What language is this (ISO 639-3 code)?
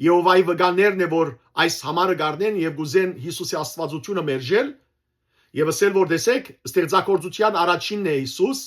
hyw